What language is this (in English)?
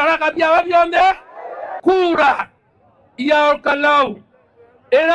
Meru